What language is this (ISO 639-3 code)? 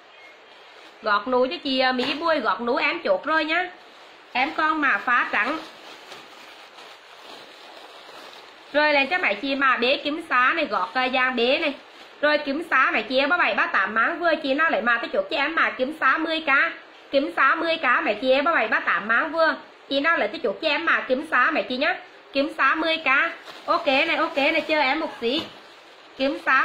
vie